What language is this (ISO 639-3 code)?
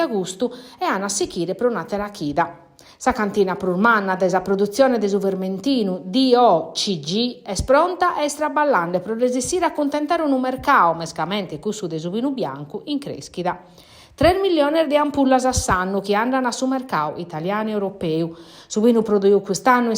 srd